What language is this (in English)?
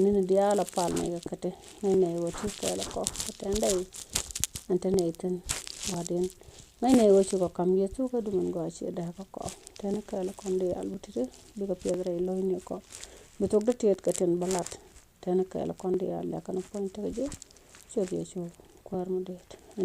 Nuer